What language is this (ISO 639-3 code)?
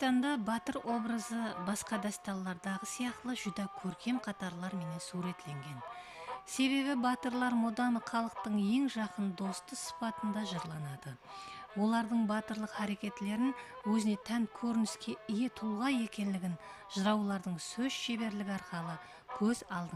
kaa